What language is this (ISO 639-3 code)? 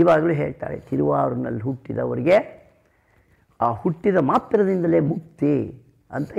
kan